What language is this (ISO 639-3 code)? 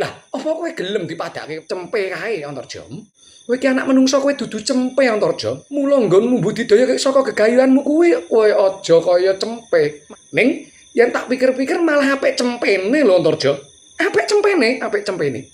jav